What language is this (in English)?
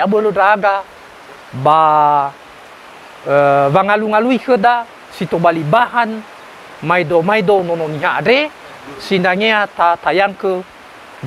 Nias